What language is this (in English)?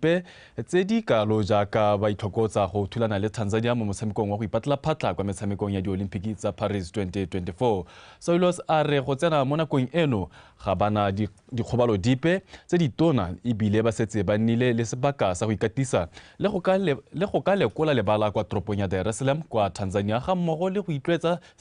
Tswana